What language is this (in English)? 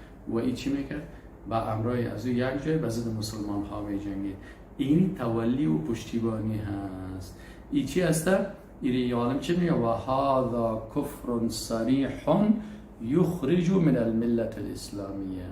Persian